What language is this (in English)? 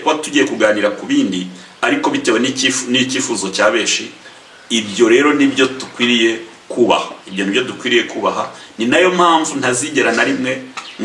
Kinyarwanda